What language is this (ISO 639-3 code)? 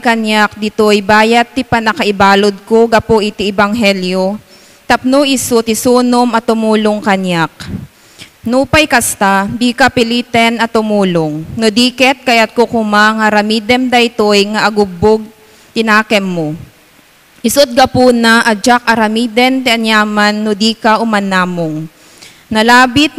ilo